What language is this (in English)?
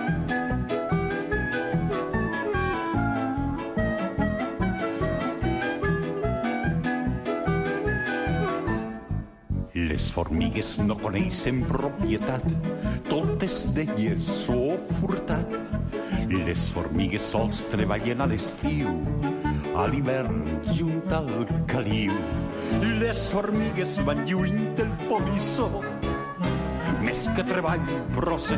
Catalan